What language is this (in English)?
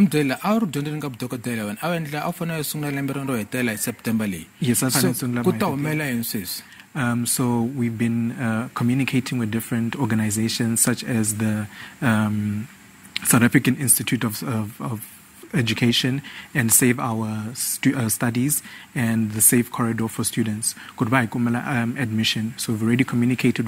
Tsonga